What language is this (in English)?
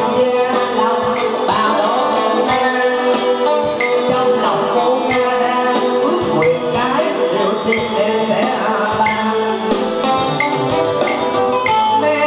Vietnamese